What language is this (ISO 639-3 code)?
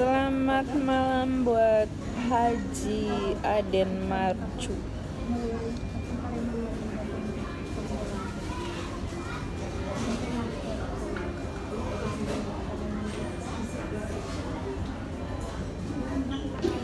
ind